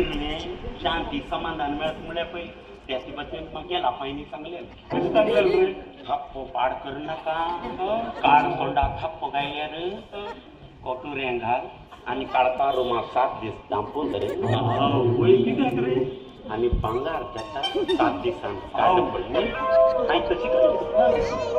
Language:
Konkani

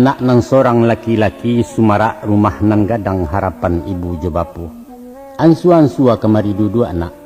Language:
Minangkabau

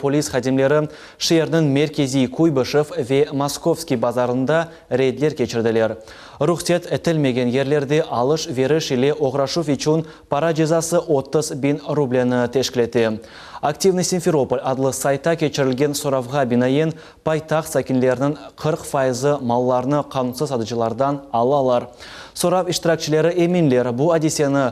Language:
Crimean Tatar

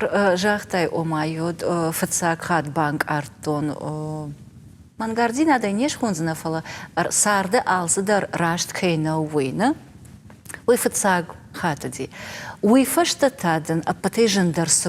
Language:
Ossetic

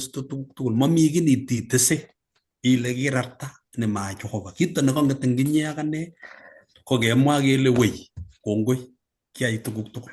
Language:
Kalenjin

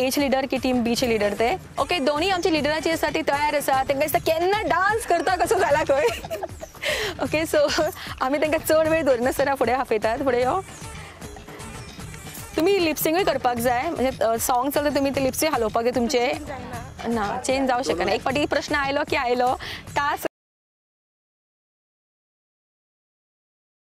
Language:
Konkani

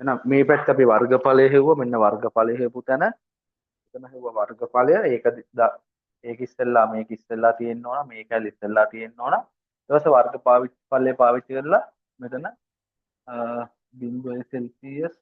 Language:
Sinhala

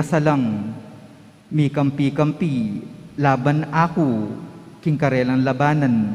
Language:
Pampanga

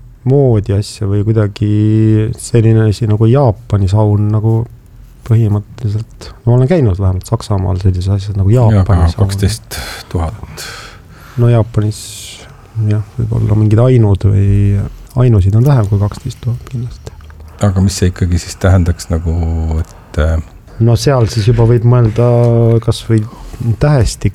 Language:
Estonian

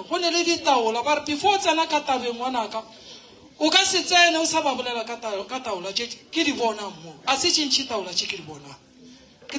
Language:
Northern Sotho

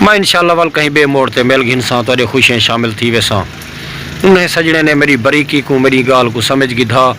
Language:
Saraiki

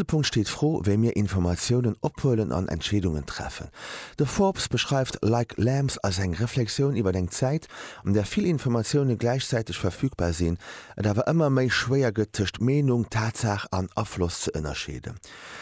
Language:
Luxembourgish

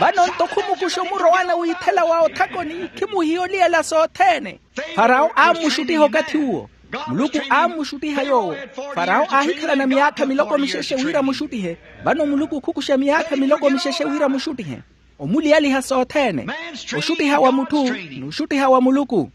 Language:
Makhuwa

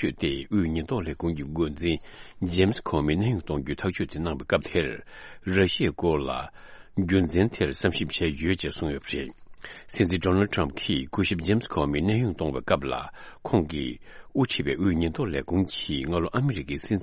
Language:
Tibetan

